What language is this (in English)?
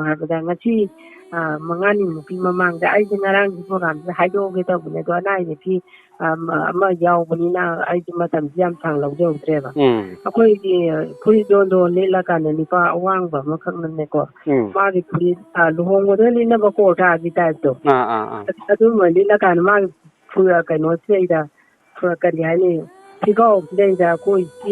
Manipuri